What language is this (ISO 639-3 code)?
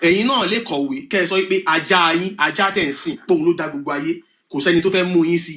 yor